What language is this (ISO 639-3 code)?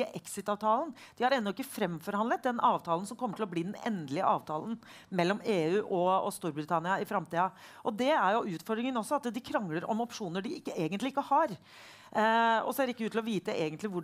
nor